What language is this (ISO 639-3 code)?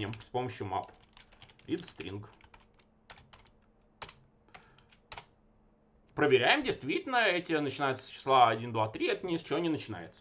rus